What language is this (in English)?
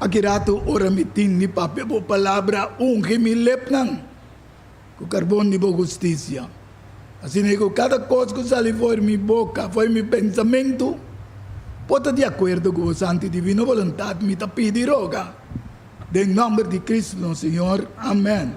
Papiamento